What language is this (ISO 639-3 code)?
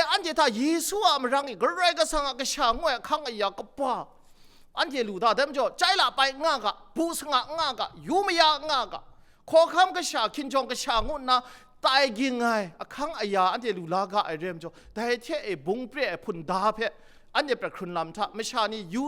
kac